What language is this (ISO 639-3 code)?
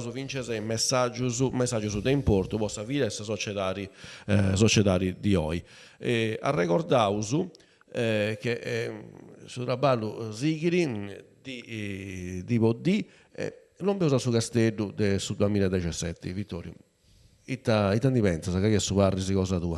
srd